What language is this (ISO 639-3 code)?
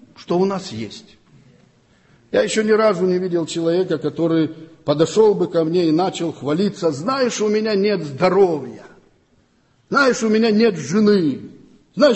rus